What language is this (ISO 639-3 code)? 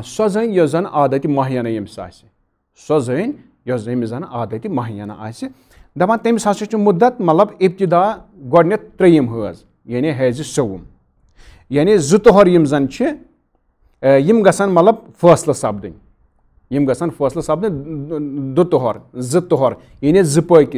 kas